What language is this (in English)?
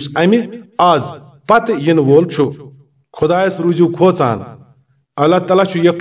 Kashmiri